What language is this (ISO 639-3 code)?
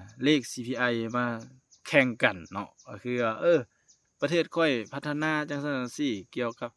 lao